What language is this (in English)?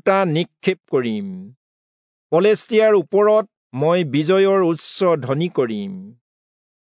Assamese